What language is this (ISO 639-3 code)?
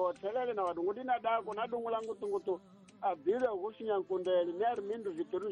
tso